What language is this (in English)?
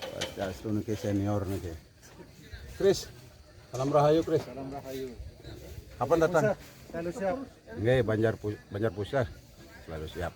Balinese